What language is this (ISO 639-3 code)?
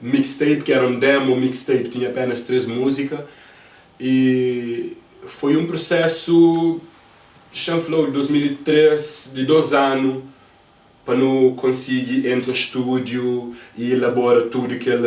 kea